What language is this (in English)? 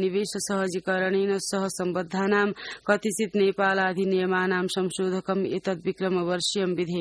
Sanskrit